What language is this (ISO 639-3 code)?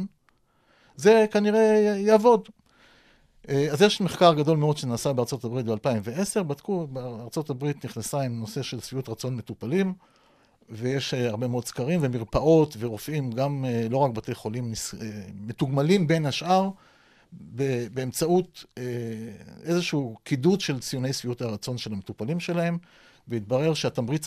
heb